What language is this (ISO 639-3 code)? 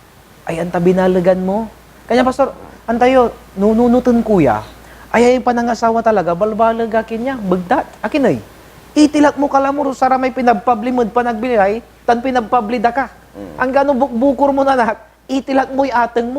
pag